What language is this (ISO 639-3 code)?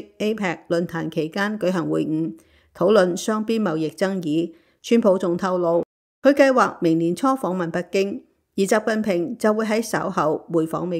yue